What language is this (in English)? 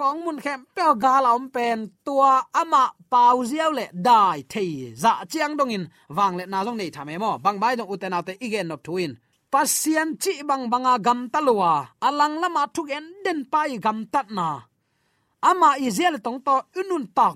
Tedim Chin